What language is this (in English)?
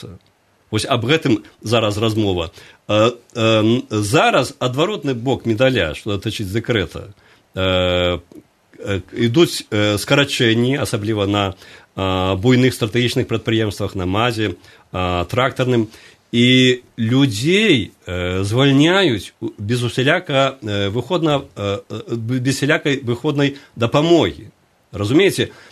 Belarusian